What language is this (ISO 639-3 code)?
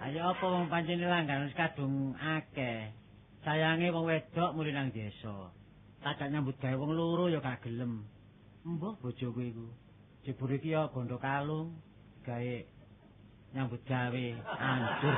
jav